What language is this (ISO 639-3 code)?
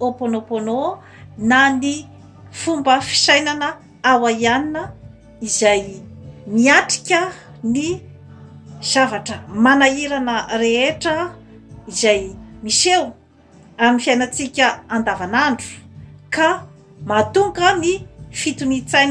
mlg